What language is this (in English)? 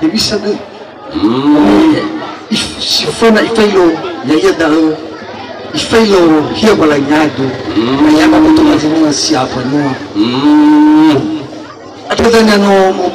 Nias